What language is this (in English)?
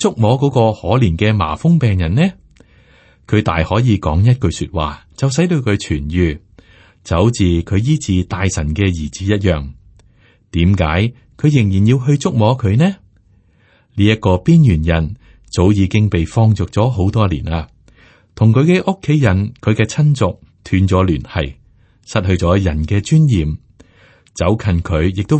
Cantonese